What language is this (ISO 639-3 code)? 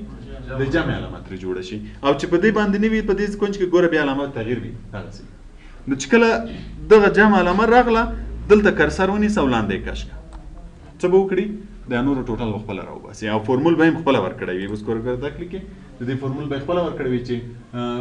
pus